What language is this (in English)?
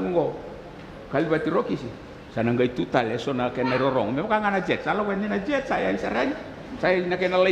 Fijian